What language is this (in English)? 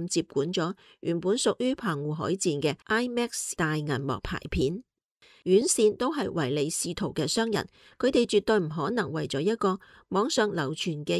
Cantonese